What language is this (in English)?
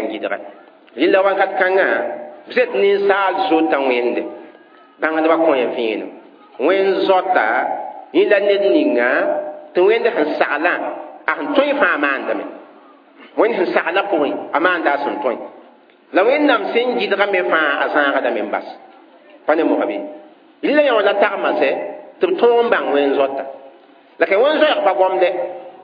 Mossi